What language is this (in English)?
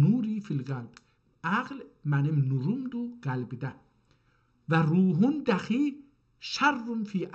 South Azerbaijani